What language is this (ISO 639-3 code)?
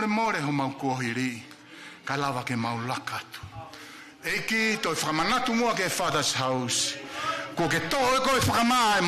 ton